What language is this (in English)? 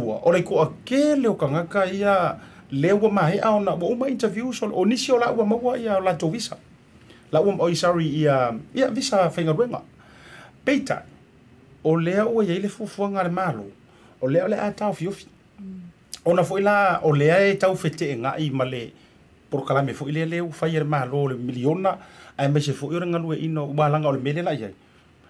Samoan